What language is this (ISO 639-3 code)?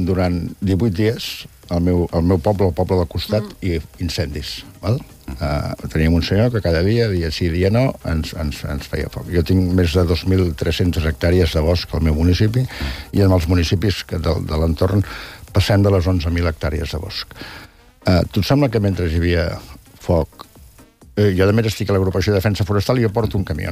cat